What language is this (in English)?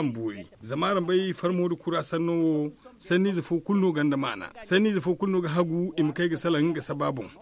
Zarma